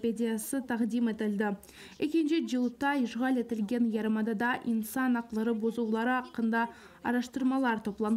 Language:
Crimean Tatar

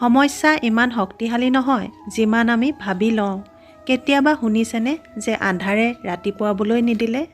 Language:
Assamese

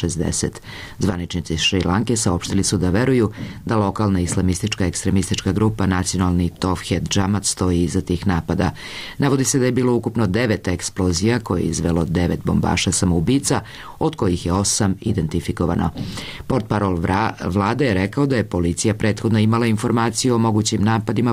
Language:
Serbian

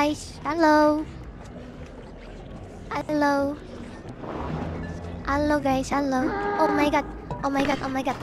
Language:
Indonesian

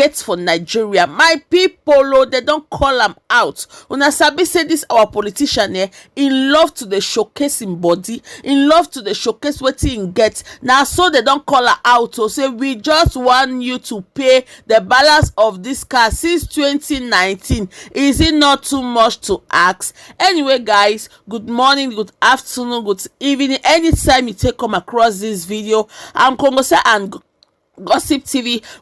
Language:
Nigerian Pidgin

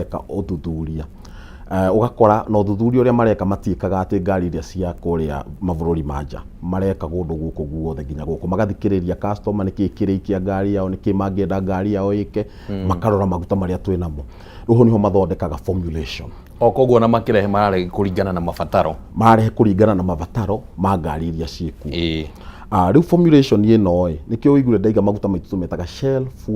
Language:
Kikuyu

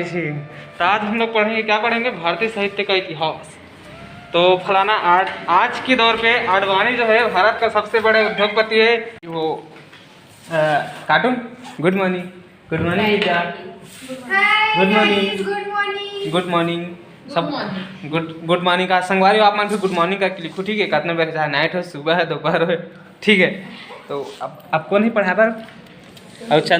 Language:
Chhattisgarhi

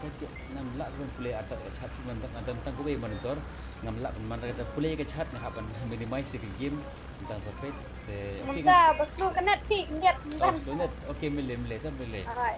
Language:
Khasi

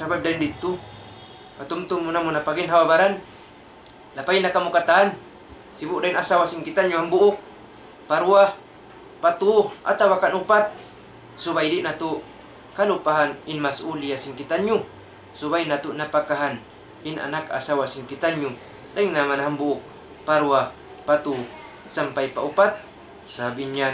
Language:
Tausug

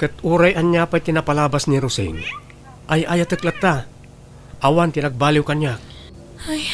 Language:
Iloko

